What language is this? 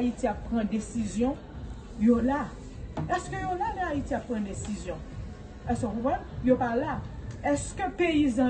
Haitian Creole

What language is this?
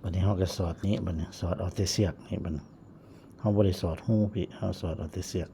Lao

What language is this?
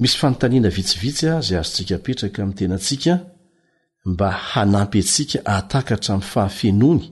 Malagasy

